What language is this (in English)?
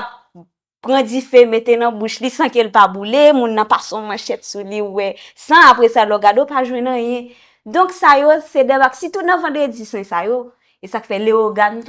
Haitian Creole